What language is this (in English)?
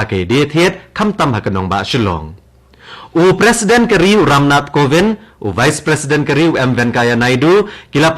Khasi